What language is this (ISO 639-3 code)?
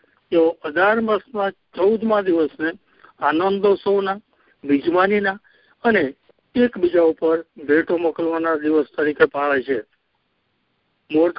guj